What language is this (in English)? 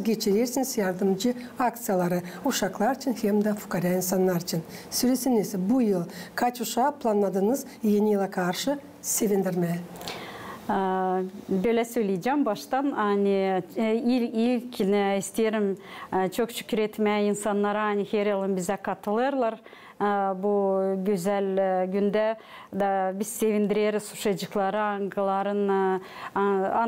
Gagauz